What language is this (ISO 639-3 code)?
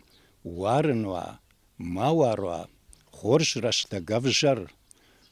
oss